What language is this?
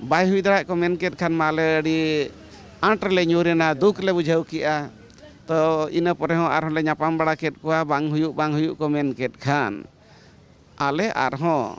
Santali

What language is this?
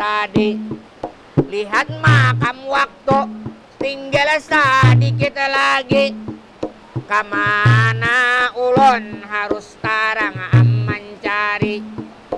Banjar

